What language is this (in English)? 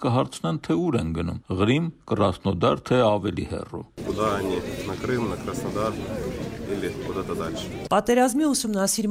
Armenian